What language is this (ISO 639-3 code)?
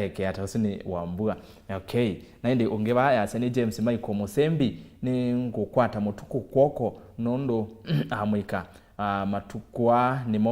kam